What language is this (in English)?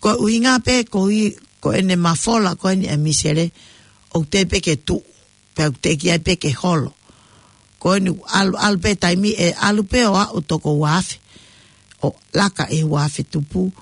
Tongan